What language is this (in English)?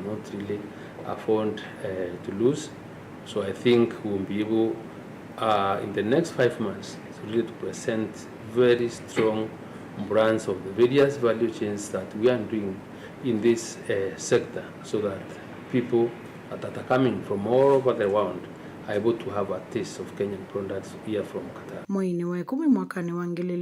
Kamba